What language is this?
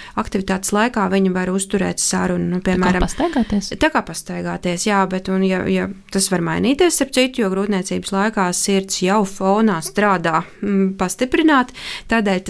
Latvian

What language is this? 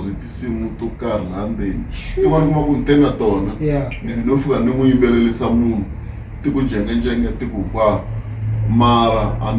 Tsonga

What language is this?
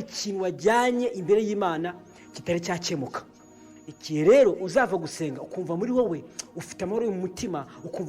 Kinyarwanda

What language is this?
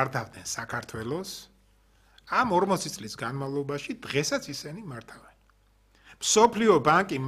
Georgian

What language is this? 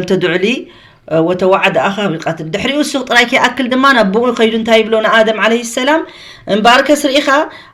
Tigrinya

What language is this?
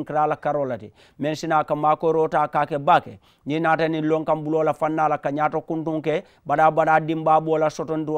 Mandingo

